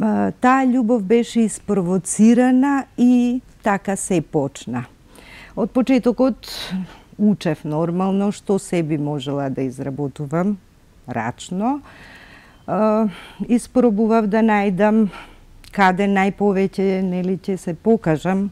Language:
Macedonian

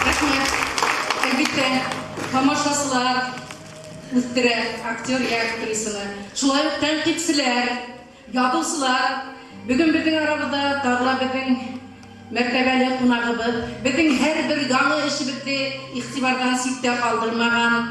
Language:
Bashkir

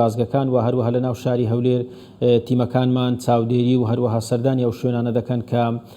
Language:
Central Kurdish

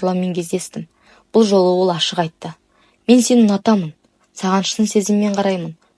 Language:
Kazakh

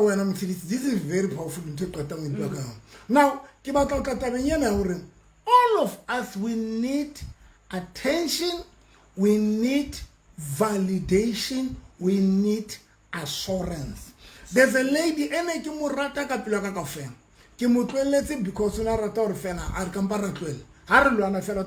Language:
Southern Sotho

